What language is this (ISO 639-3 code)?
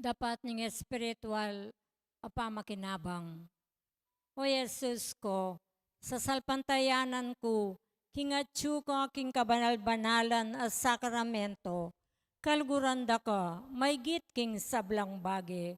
pam